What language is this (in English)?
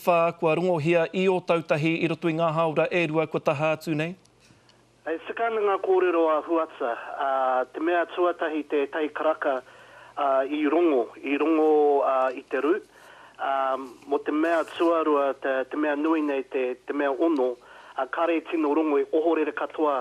Māori